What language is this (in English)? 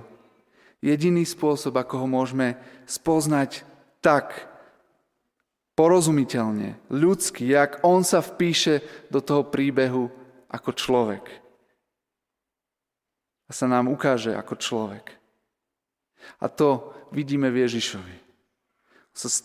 Slovak